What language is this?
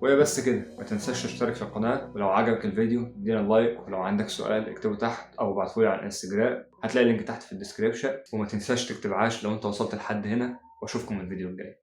Egyptian Arabic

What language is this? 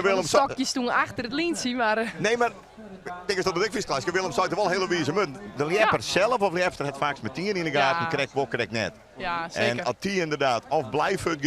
Western Frisian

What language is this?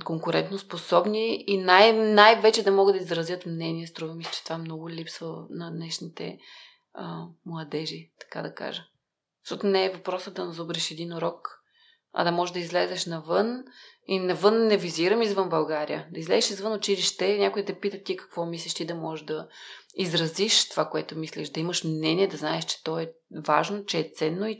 Bulgarian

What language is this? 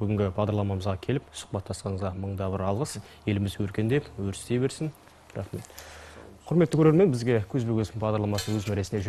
Kazakh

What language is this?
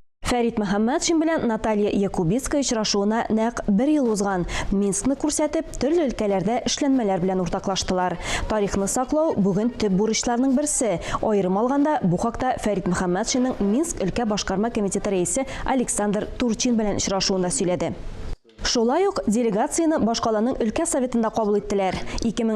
Tatar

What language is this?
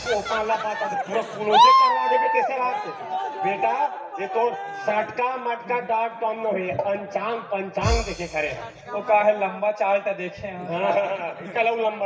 Chhattisgarhi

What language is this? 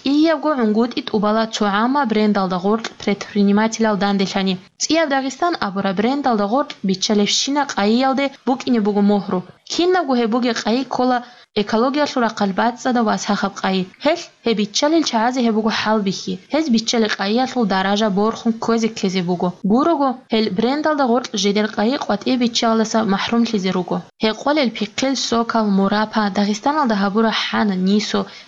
Avaric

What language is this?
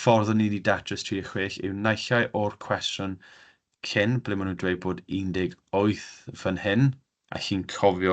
Welsh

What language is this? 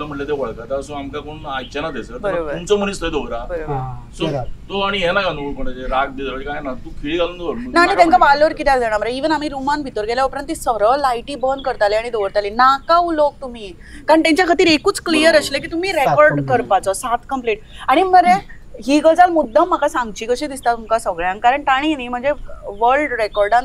Konkani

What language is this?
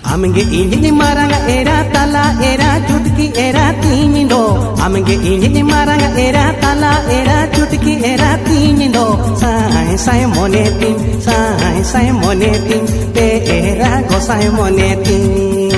Santali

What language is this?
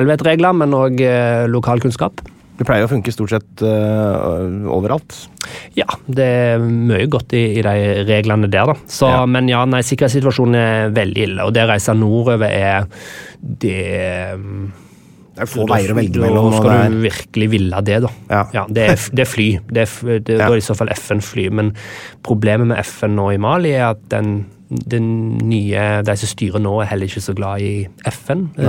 Norwegian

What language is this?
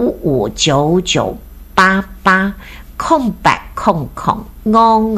Min Nan Chinese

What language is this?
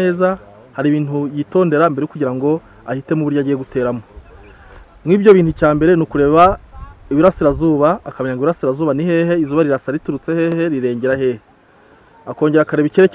Kinyarwanda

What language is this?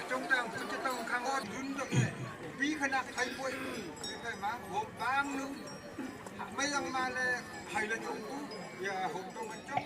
Wancho Naga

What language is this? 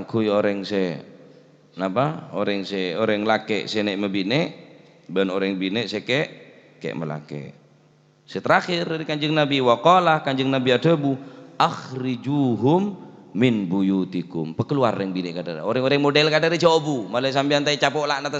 Madurese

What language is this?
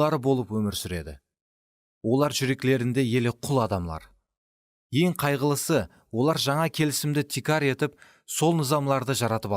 Kara-Kalpak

